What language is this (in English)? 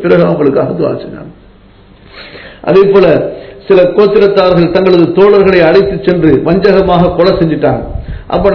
Tamil